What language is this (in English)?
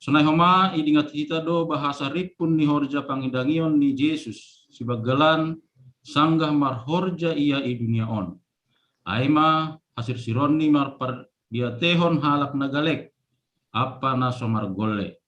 Batak Simalungun